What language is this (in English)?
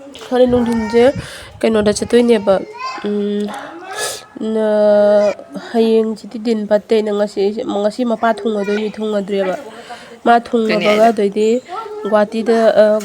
Manipuri